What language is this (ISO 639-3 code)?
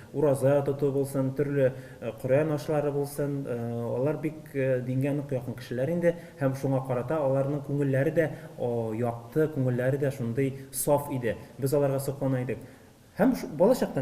tat